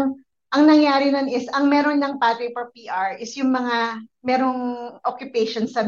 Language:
Filipino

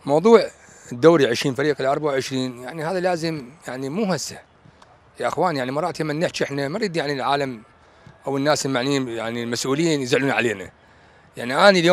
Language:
Mesopotamian Arabic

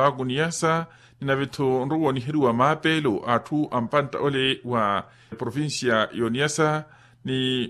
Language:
Makhuwa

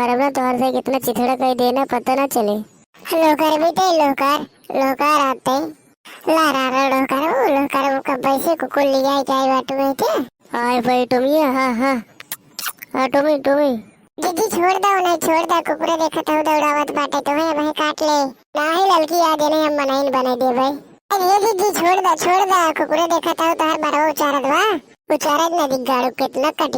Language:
Awadhi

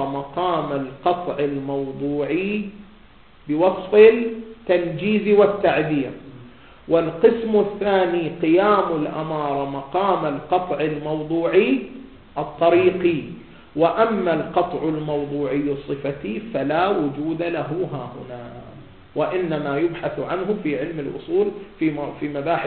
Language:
Arabic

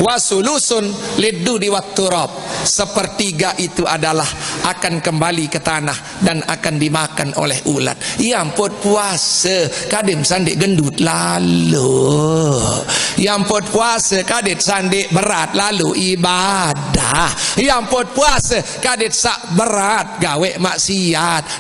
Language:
Sasak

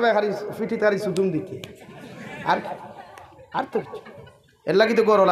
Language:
Sylheti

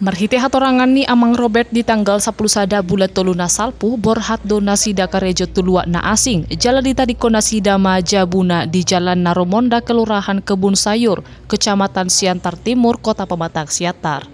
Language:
Batak Toba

